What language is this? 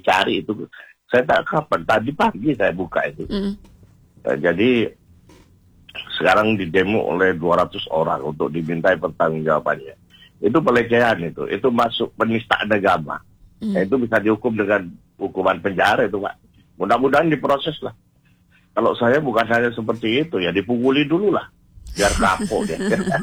Indonesian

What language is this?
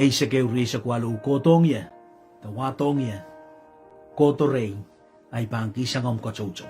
Pohnpeian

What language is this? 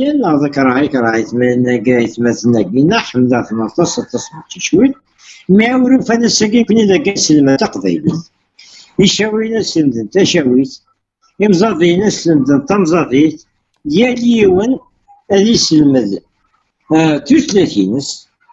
Kabyle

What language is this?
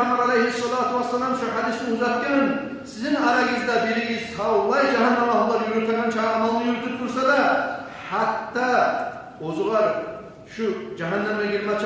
Kumyk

